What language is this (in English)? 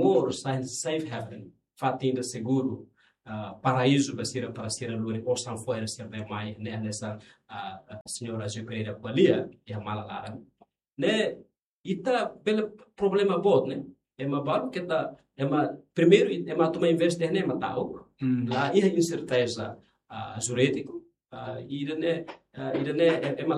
Tetum